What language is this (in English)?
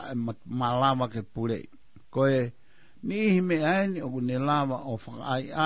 Tongan